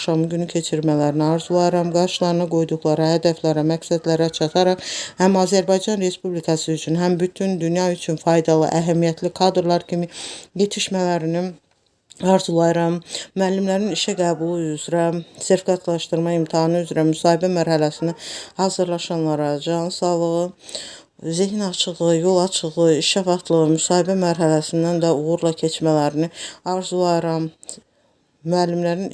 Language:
Azerbaijani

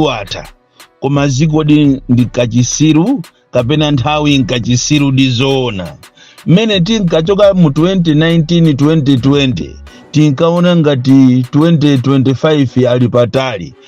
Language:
Nyanja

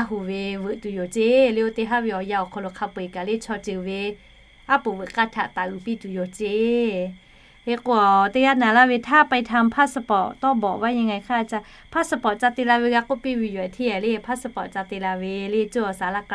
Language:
Lahu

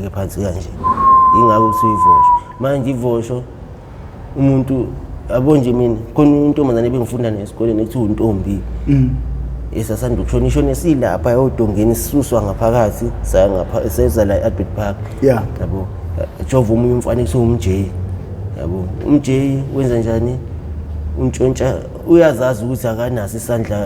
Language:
Zulu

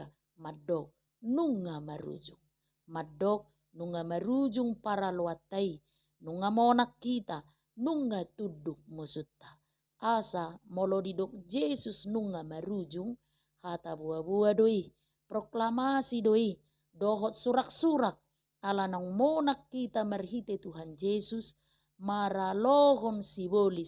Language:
Batak Toba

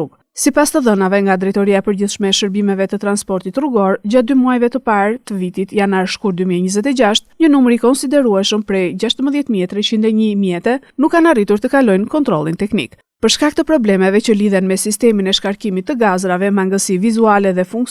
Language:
Albanian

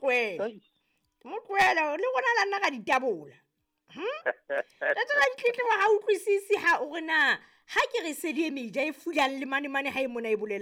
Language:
Southern Sotho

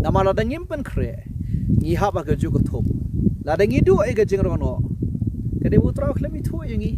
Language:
Khasi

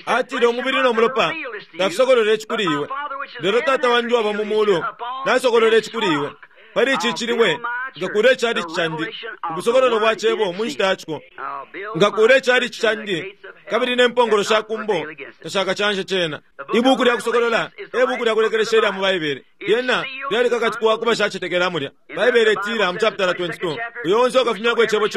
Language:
Bemba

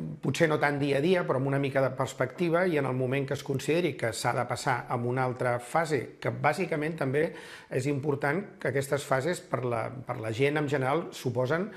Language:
Catalan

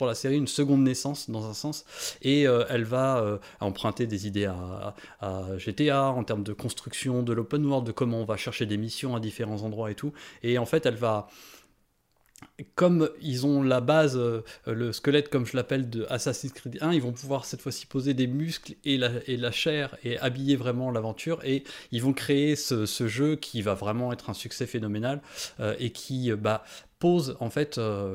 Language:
French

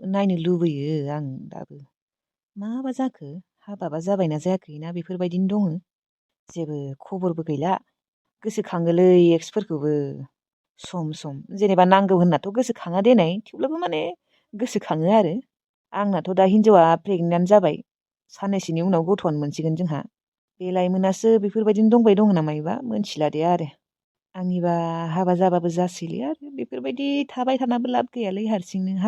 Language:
Bodo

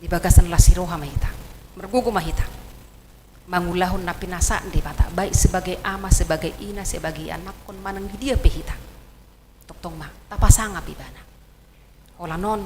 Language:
Batak Toba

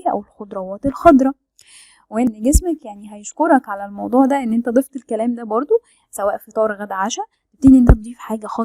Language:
Egyptian Arabic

